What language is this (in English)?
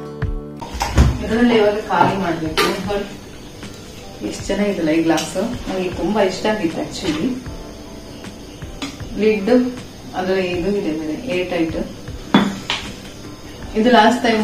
Kannada